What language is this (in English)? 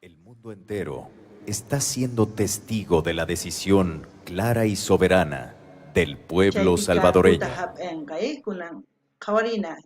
South Bolivian Quechua